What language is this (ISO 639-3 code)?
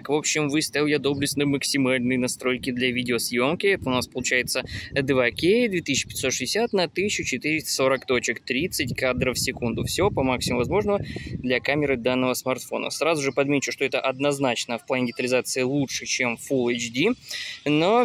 rus